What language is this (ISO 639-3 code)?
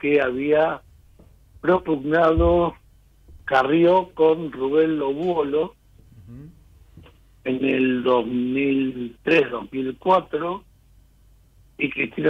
spa